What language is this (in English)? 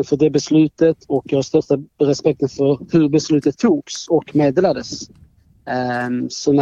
Swedish